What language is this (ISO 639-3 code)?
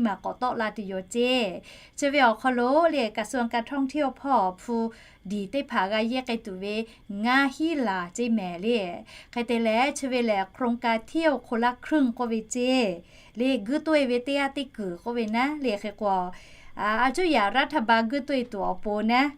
lhu